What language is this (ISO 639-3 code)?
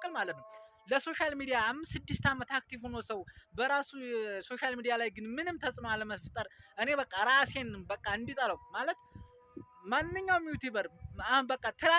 amh